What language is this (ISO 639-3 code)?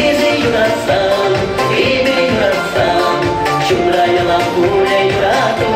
chv